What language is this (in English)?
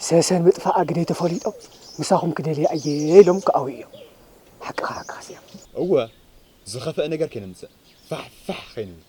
Tigrinya